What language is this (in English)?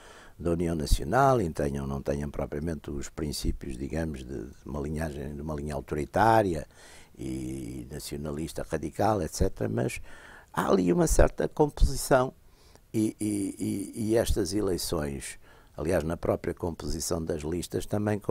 Portuguese